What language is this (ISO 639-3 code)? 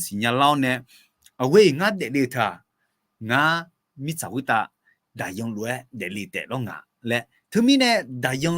ahk